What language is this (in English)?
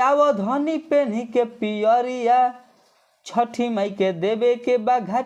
Bhojpuri